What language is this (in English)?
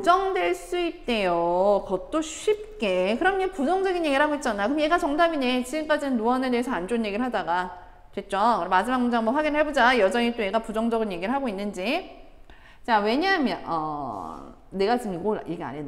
Korean